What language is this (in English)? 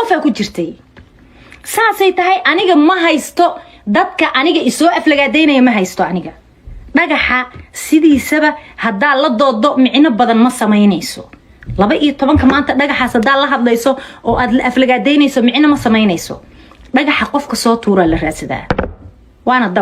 Somali